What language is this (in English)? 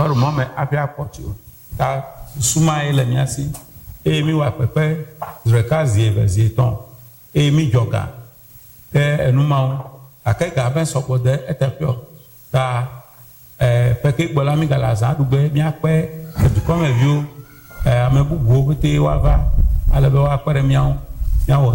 Ewe